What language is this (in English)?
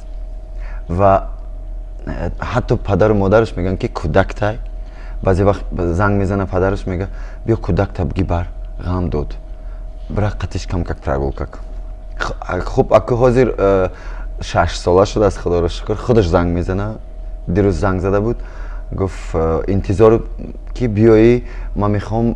Tajik